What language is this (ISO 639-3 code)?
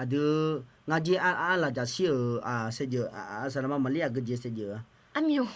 ahk